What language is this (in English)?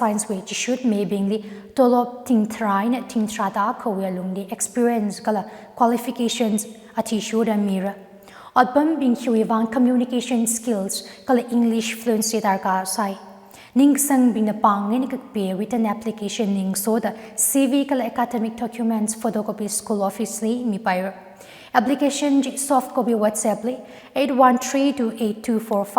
Tangkhul Naga (India)